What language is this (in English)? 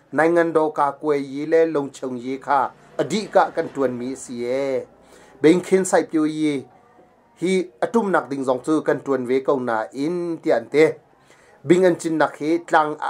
Hakha Chin